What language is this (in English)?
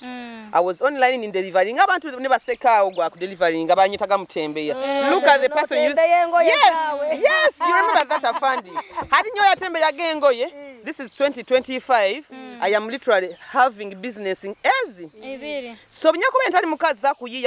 Nyoro